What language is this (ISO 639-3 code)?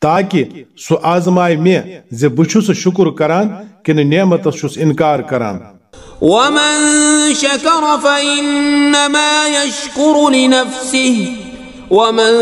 kas